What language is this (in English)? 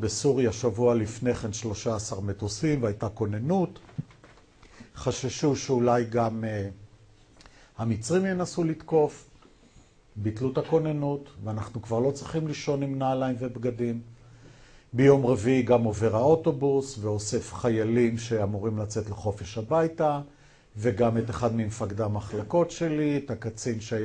Hebrew